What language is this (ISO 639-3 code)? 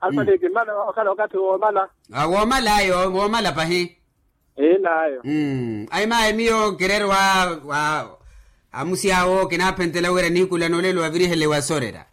vmw